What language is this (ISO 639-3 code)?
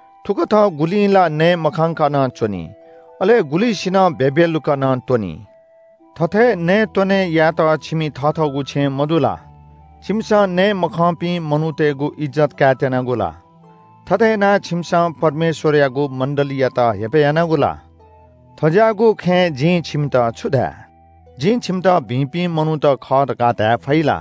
new